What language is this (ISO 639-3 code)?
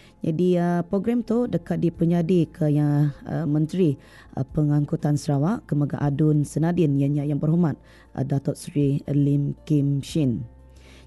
iba